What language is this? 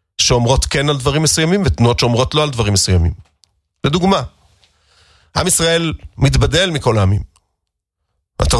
Hebrew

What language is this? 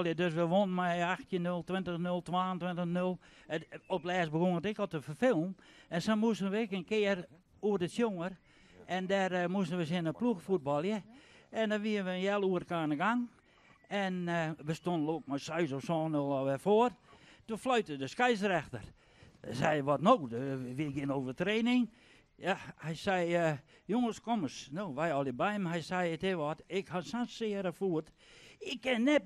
Western Frisian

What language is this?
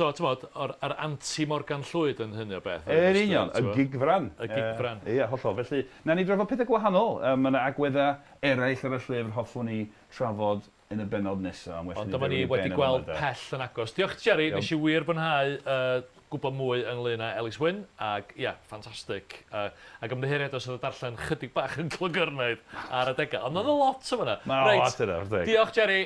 Welsh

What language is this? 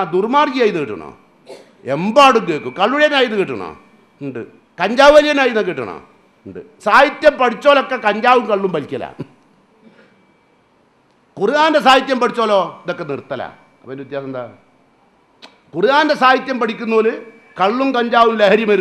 Malayalam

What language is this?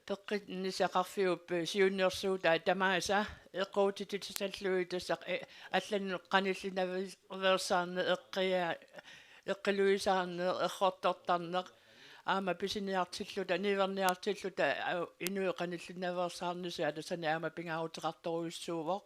Kalaallisut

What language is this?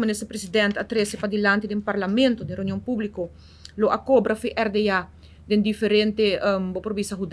Papiamento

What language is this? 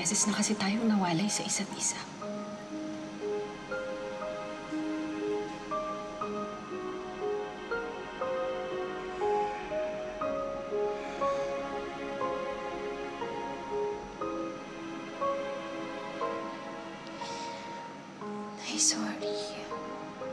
Filipino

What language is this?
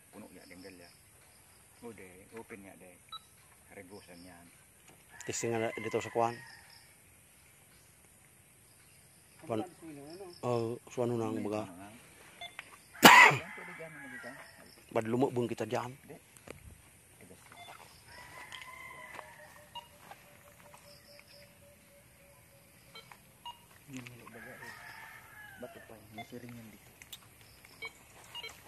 Filipino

